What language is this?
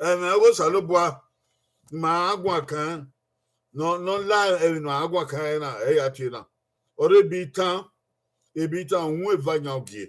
Bini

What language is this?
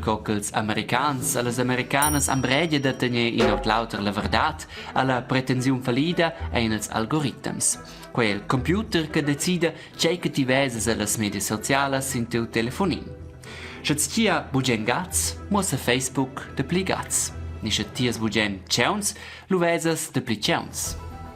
Romansh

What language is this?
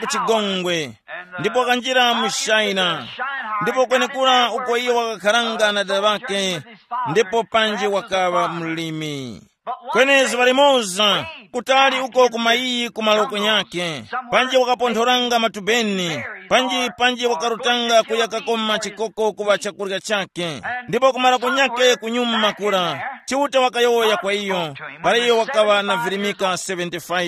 Tumbuka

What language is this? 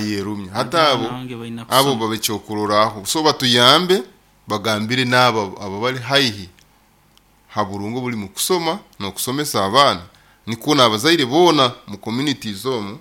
Nyoro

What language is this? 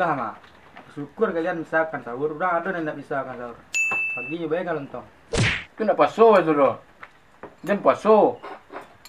Minangkabau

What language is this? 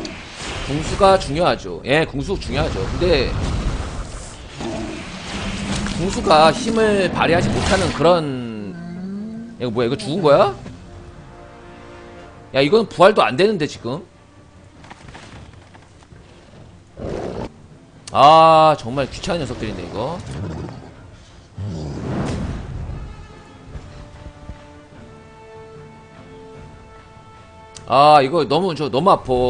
Korean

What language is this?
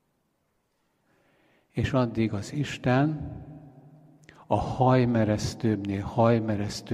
Hungarian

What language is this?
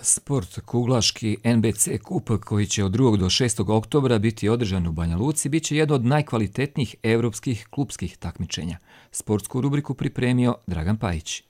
Croatian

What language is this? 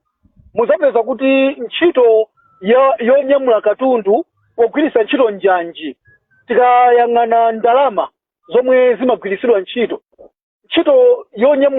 Nyanja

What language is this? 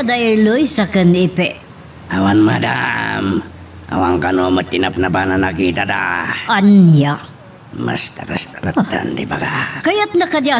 Iloko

